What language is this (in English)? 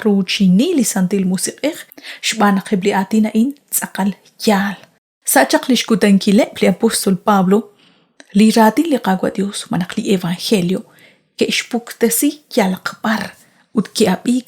Kekchí